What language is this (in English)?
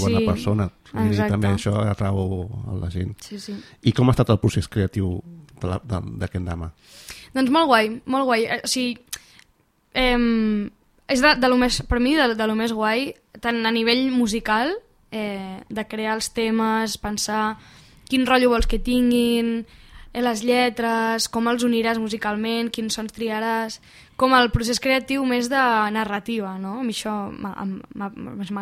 Catalan